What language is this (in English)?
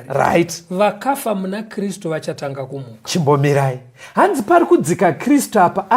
Shona